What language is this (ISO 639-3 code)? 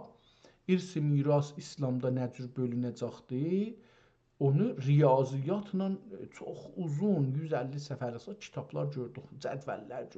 azb